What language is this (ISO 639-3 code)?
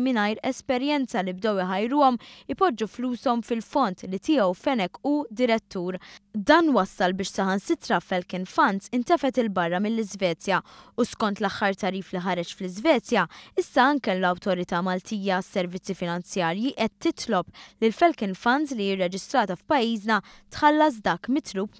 mlt